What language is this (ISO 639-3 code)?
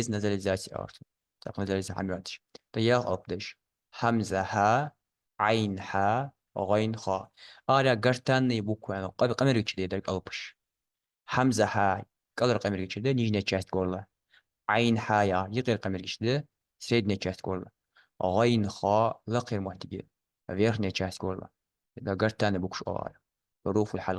inh